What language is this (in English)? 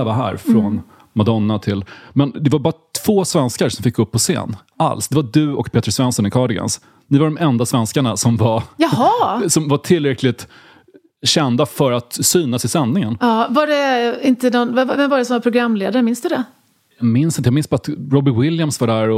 Swedish